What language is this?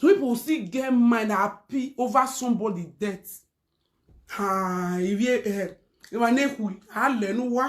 Nigerian Pidgin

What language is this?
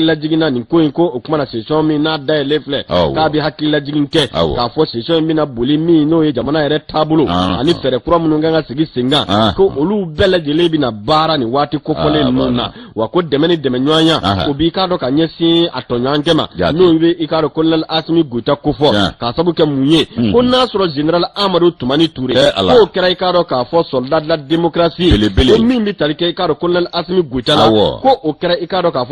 Bambara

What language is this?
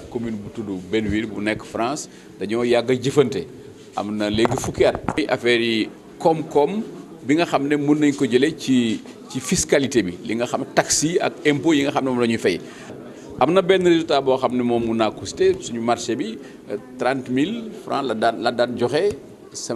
Wolof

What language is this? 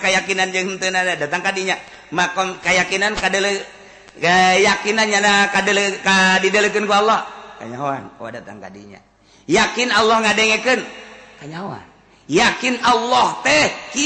Sundanese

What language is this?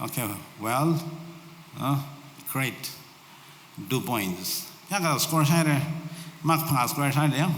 Tangkhul Naga (India)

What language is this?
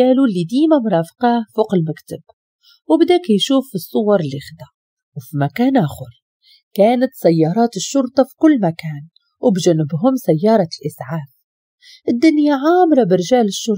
Moroccan Arabic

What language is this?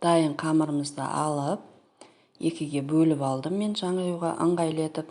Kazakh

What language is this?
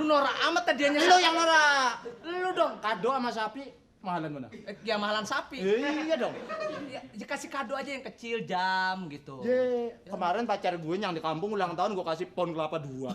Betawi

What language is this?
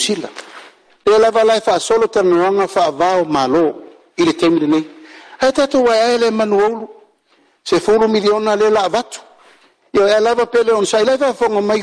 Samoan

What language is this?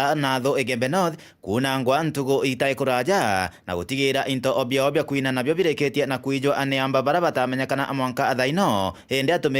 Meru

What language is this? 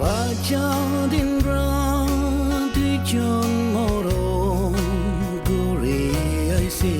Naga Pidgin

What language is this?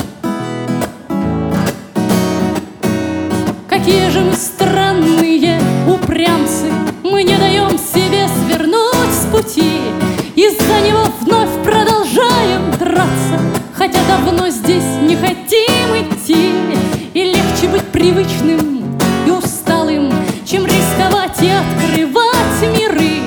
Russian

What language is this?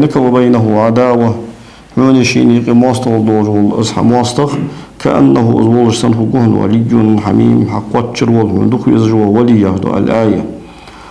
Ingush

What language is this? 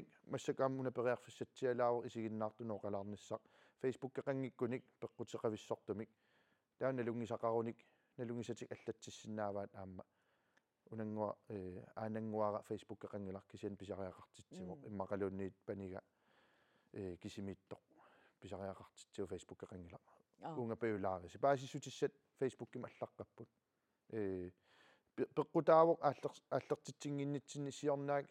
Kalaallisut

